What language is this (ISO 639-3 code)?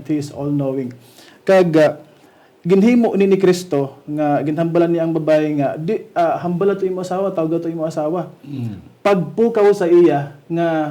hil